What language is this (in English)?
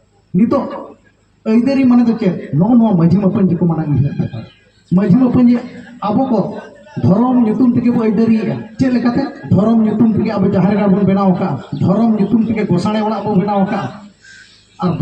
Santali